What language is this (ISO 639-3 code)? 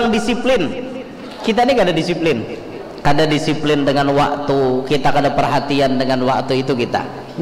bjn